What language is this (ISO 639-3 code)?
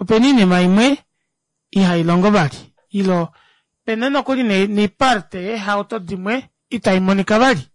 kua